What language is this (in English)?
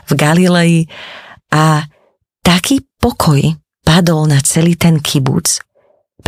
Slovak